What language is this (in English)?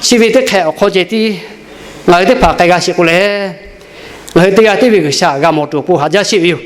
Lahu